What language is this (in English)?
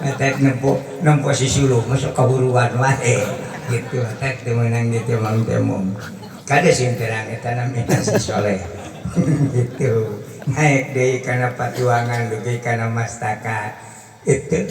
Sundanese